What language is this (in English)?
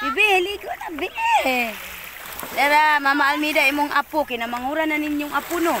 Cebuano